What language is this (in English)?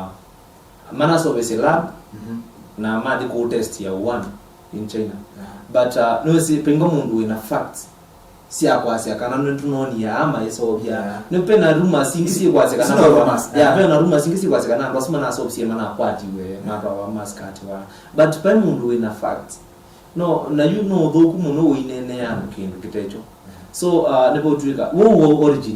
Kamba